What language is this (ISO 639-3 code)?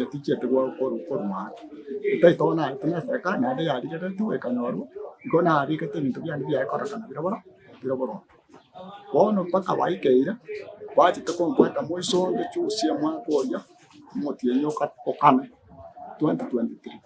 guz